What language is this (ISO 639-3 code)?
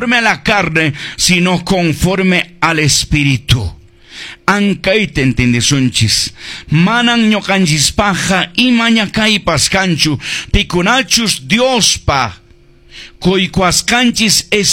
que